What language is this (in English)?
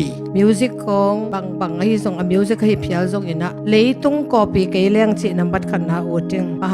Tedim Chin